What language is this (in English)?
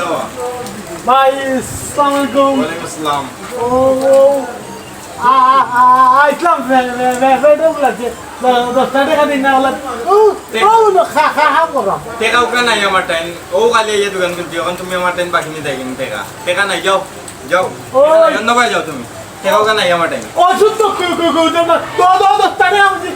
Sylheti